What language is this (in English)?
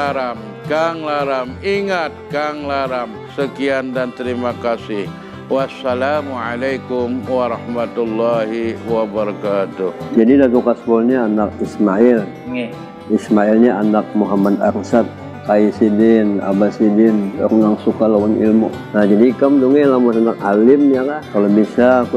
Banjar